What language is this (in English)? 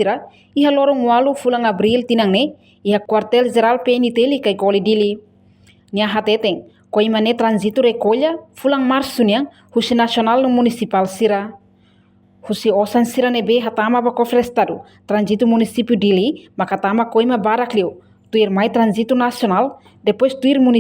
Tetum